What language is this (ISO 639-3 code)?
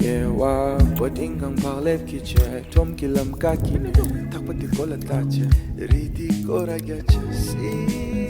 bod